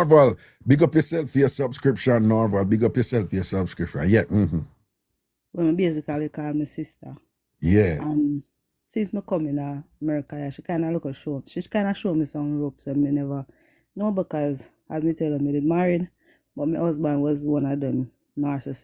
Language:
Jamaican Creole English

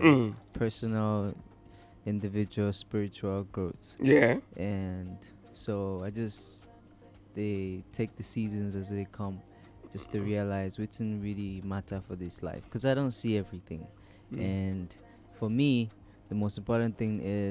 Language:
Nigerian Pidgin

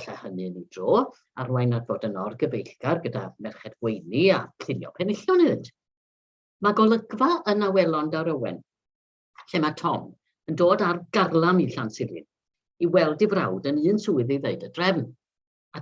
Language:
Welsh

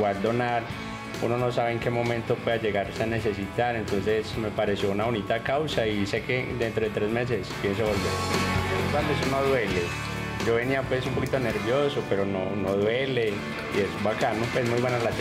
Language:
Spanish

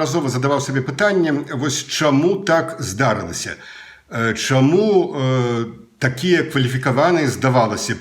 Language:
Belarusian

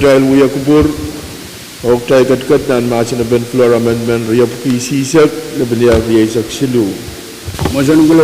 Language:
Pohnpeian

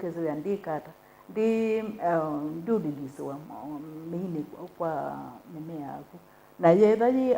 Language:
Kamba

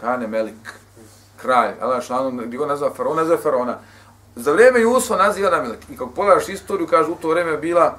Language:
Bosnian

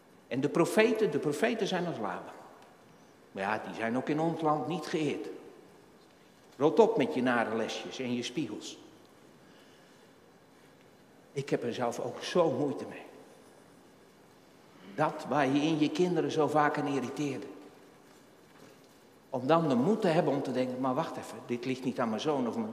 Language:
Dutch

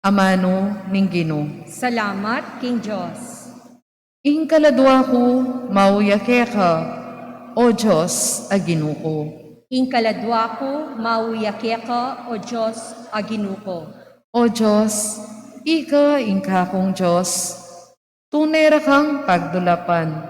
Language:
Pampanga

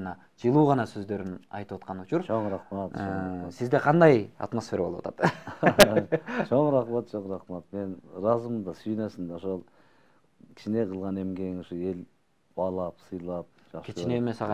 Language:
Kyrgyz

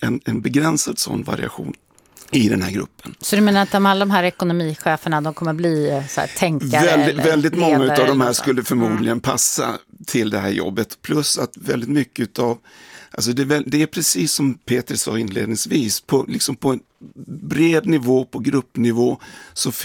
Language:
Swedish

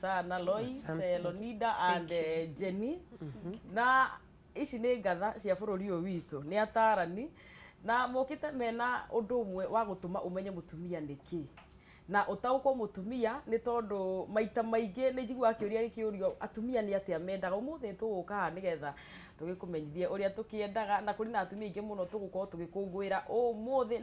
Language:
Kikuyu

